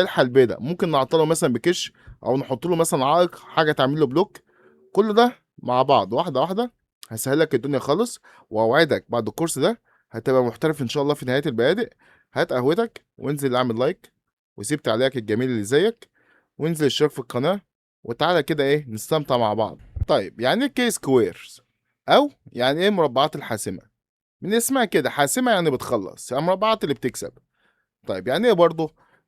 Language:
Egyptian Arabic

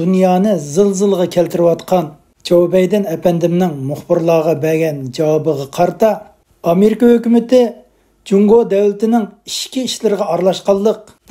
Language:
Uyghur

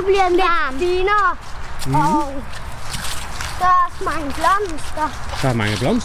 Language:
Danish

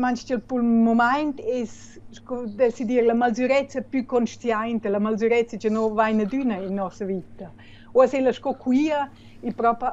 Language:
Romansh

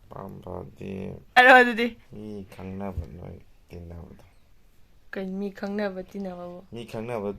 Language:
Manipuri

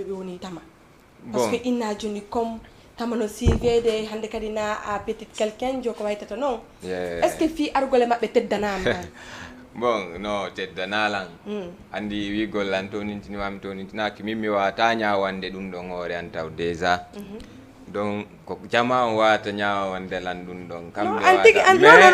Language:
Fula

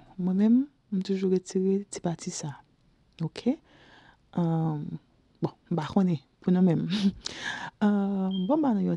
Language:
Haitian Creole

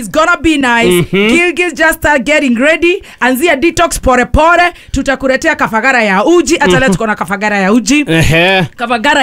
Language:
Kikuyu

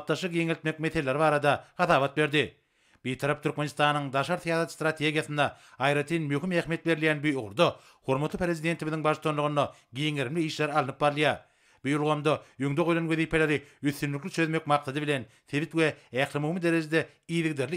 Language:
Turkmen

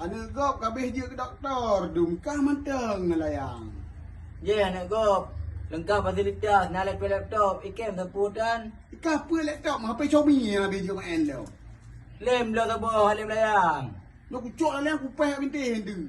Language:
Achinese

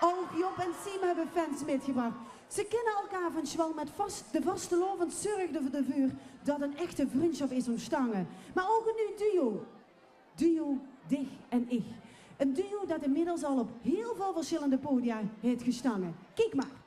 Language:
Limburgish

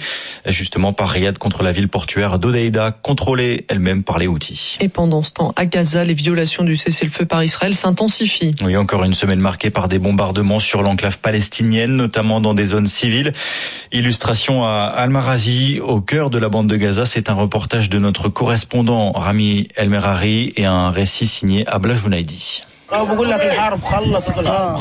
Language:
French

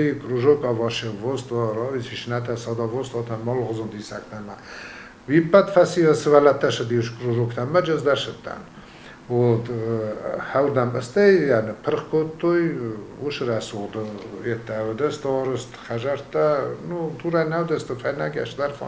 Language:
Ossetic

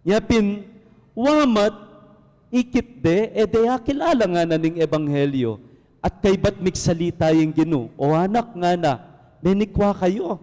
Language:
Pampanga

